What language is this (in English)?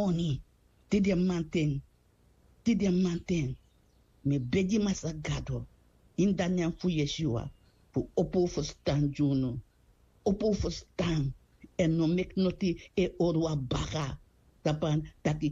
Sranan Tongo